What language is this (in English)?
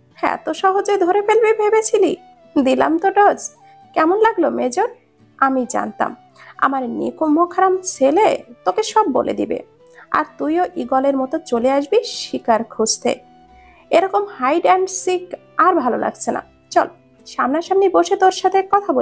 Bangla